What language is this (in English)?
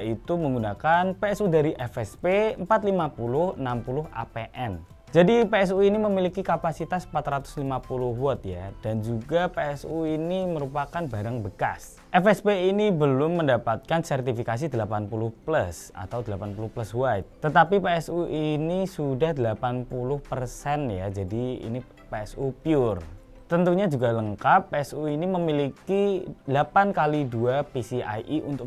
Indonesian